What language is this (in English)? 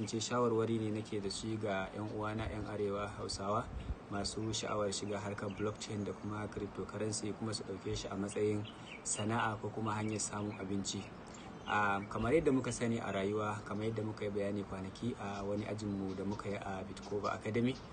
Hausa